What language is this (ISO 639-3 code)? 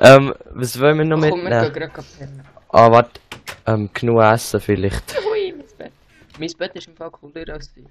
gsw